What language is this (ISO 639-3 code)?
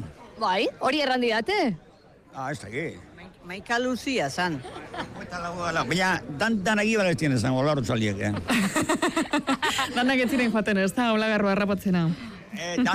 eus